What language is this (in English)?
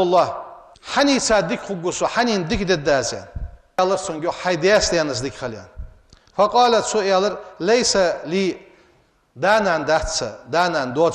Ingush